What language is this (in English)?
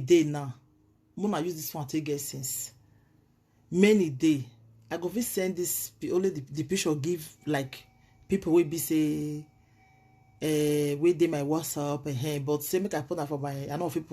Nigerian Pidgin